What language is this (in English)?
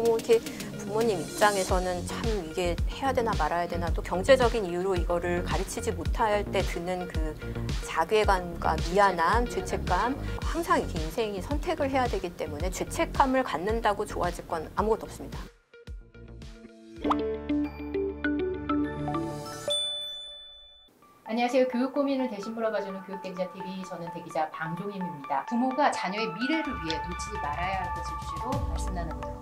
Korean